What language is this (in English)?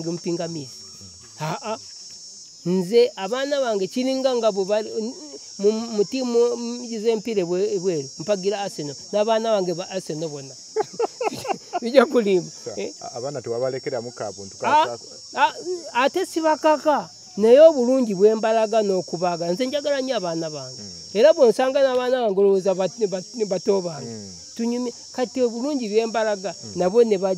Ganda